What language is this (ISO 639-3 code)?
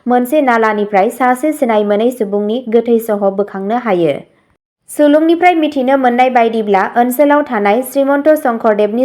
brx